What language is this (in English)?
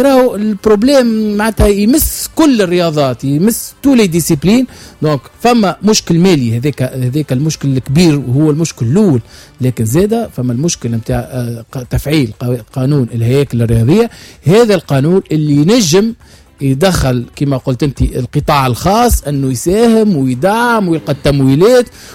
Tunisian Arabic